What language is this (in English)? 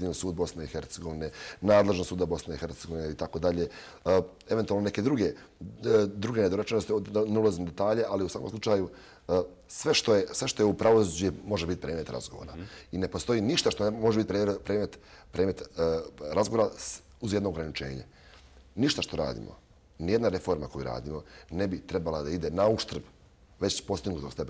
Croatian